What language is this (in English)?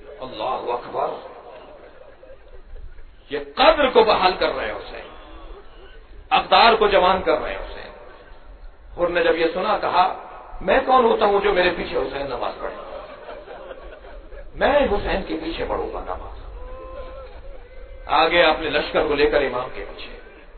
Urdu